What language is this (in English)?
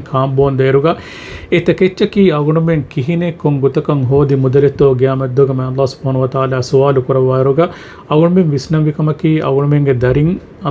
Divehi